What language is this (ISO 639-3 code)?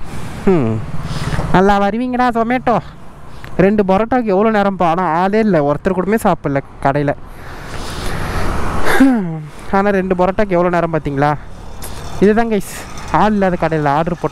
tam